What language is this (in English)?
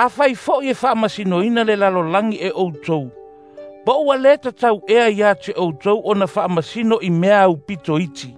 Samoan